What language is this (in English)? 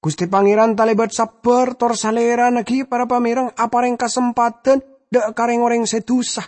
Madurese